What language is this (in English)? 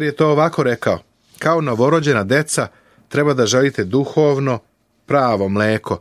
Serbian